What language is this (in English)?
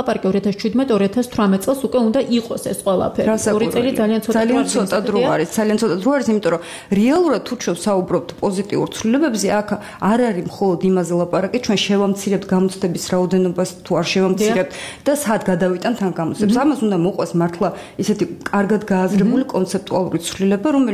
Georgian